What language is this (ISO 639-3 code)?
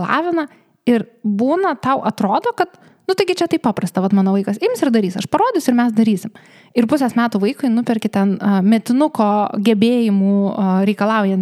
lit